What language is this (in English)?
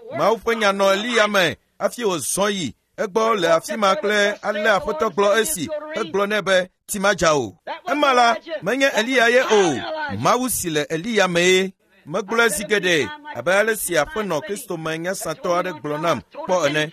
Ewe